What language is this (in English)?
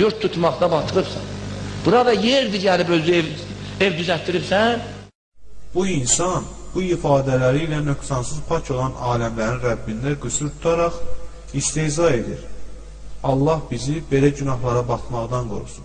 Azerbaijani